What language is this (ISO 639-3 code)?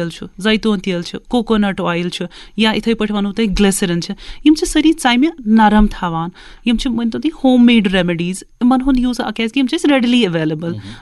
kas